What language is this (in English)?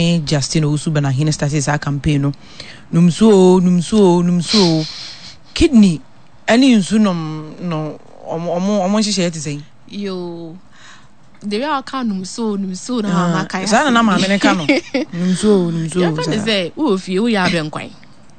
Akan